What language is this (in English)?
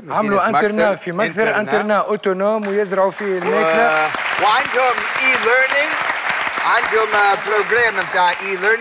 Tunisian Arabic